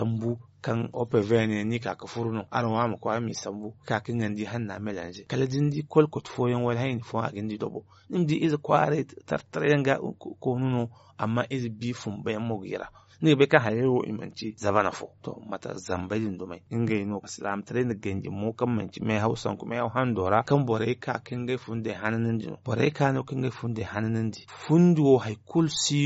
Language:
Zarma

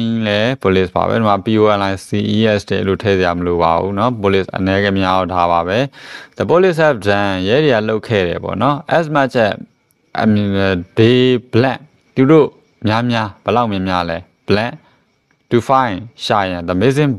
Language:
Burmese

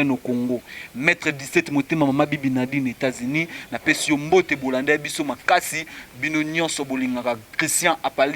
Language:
Lingala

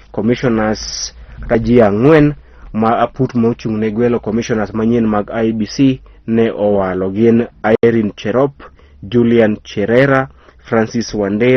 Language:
Luo (Kenya and Tanzania)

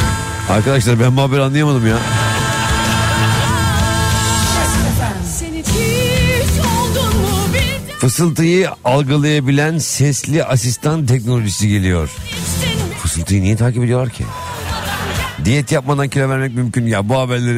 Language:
Turkish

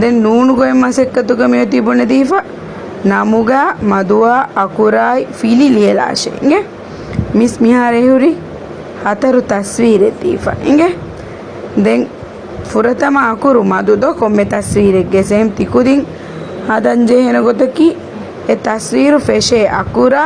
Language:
Divehi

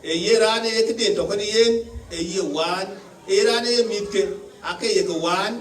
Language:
Dinka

